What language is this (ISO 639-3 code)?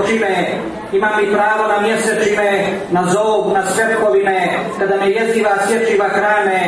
srp